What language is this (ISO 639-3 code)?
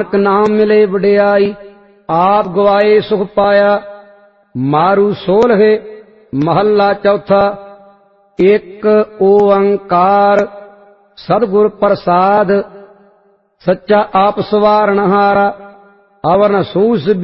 pan